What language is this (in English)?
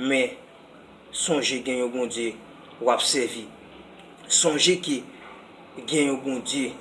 Haitian Creole